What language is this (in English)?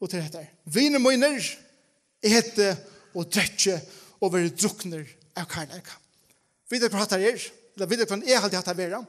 Faroese